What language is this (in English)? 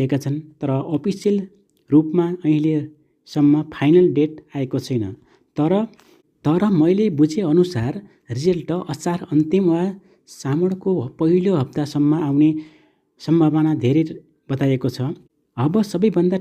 Nepali